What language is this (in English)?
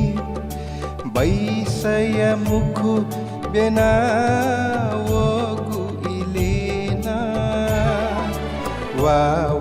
Newari